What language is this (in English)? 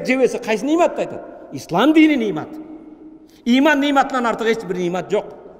Kyrgyz